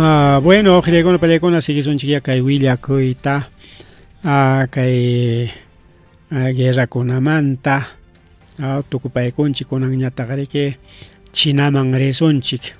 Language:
Ayacucho Quechua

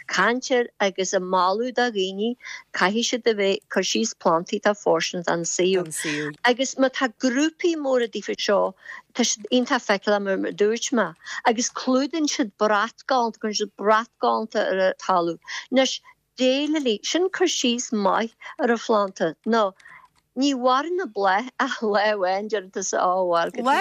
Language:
Irish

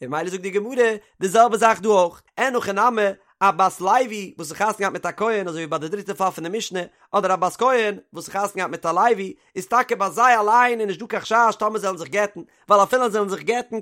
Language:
Yiddish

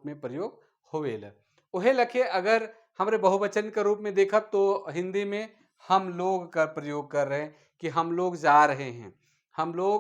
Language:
Sadri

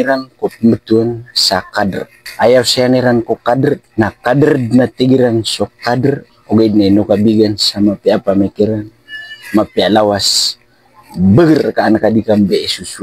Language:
Maranao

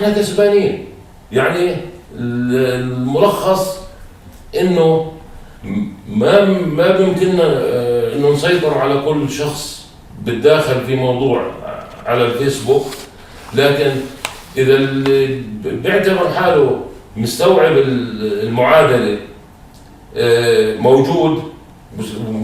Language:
North Levantine Arabic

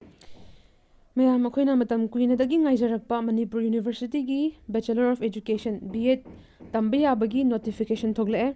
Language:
Manipuri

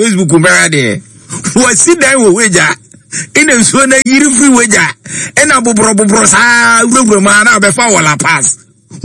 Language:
Akan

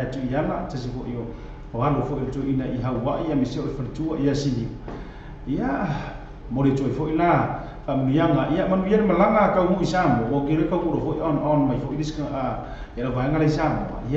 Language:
Samoan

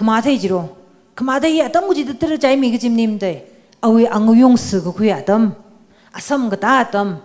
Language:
Tangkhul Naga (India)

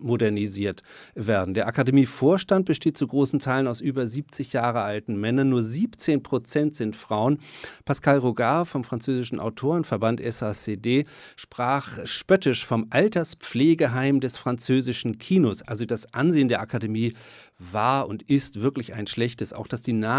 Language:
German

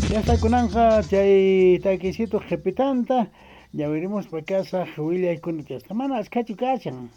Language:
Quechua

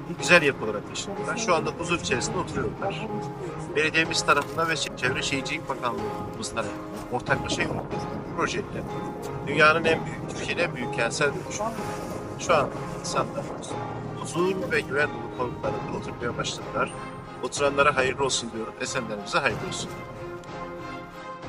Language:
Turkish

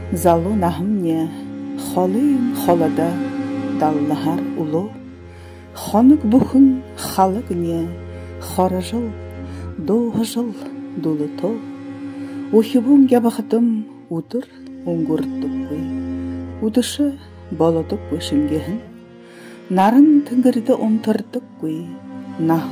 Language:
Buriat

